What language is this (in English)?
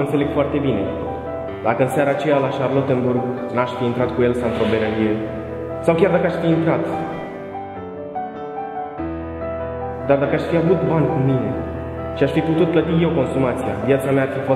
Romanian